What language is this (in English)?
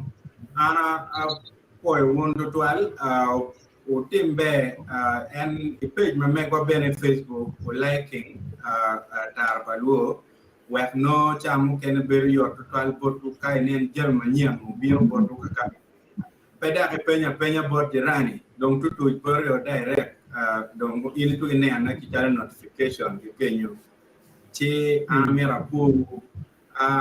Acoli